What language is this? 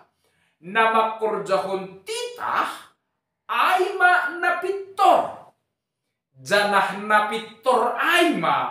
Batak Simalungun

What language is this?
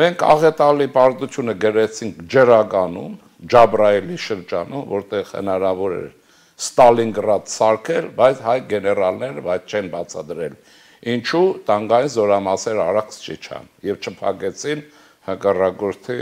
Armenian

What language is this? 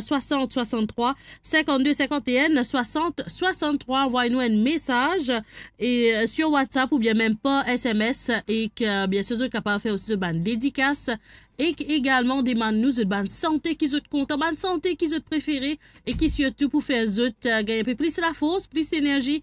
Morisyen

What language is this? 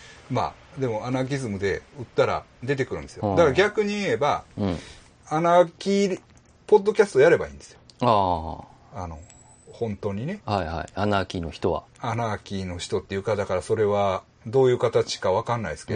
Japanese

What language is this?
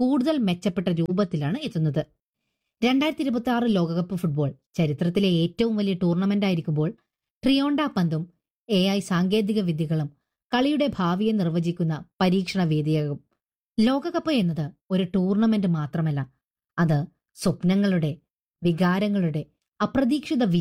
Malayalam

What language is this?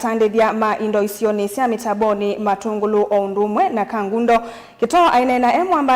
Kamba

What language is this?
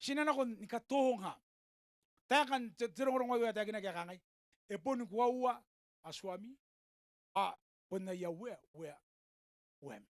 Gilbertese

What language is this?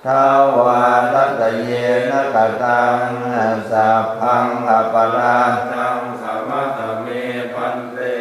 Pali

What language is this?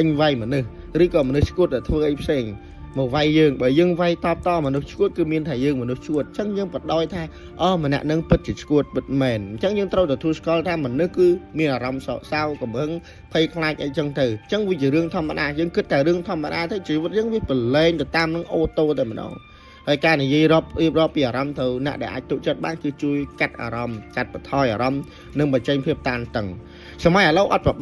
Khmer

